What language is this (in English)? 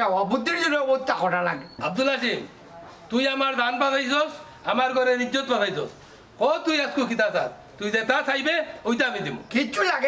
Sylheti